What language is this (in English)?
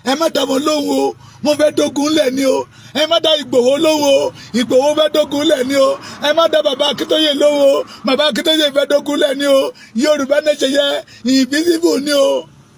Yoruba